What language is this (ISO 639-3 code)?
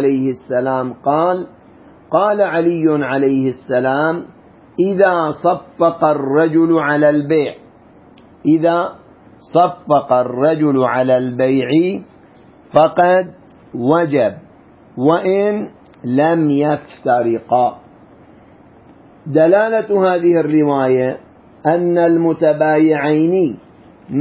ara